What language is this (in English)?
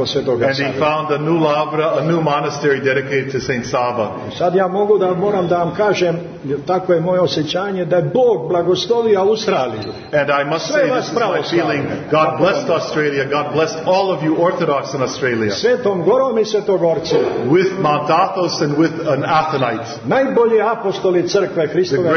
Serbian